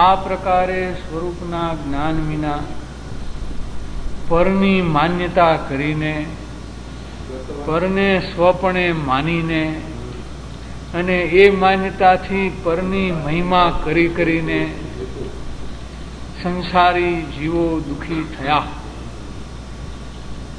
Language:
Gujarati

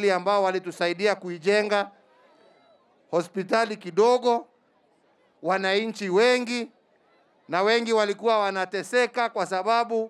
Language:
Swahili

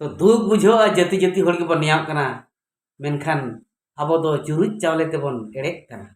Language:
Santali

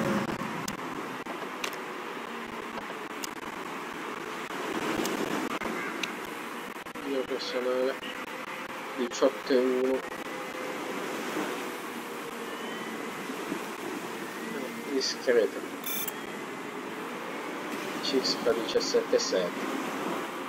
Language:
Italian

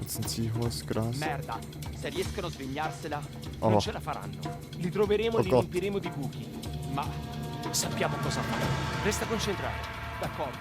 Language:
Swiss German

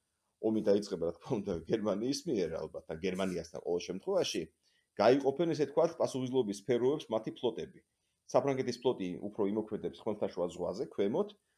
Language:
Georgian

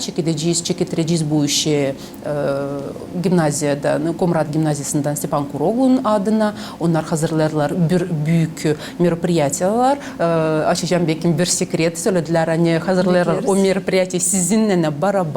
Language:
Gagauz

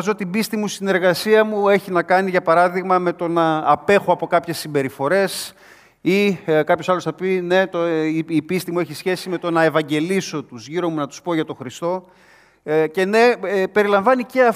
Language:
Greek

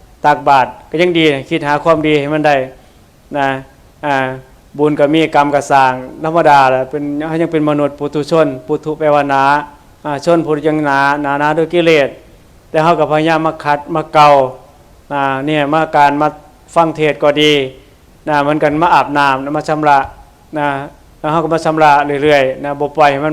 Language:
Northeastern Thai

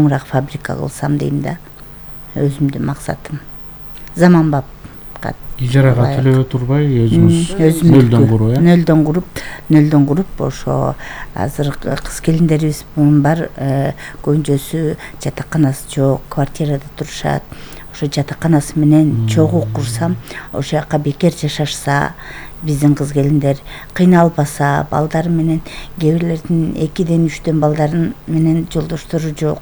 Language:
Kyrgyz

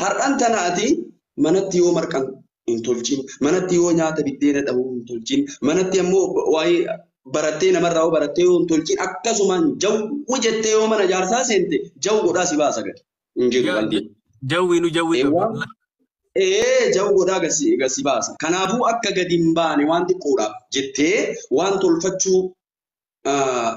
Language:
Oromo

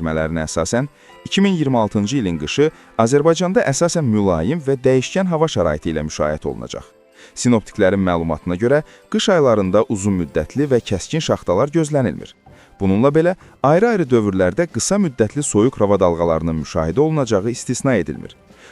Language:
Azerbaijani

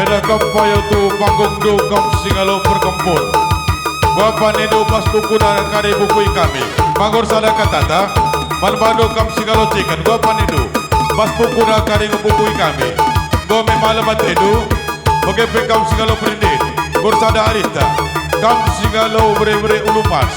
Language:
Batak Karo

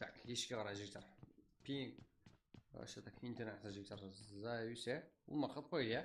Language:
Kara-Kalpak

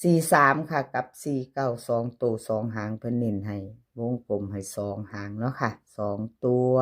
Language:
Northeastern Thai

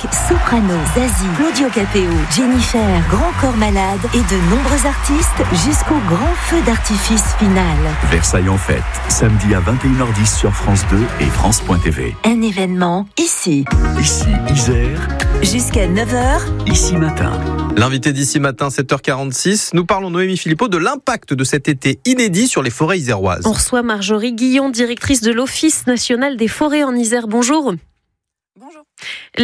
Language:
French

